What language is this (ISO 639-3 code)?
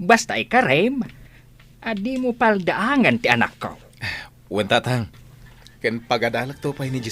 ilo